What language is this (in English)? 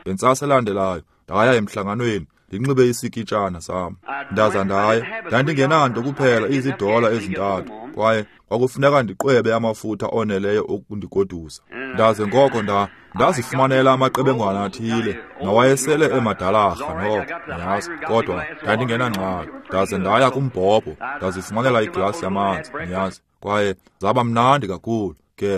Xhosa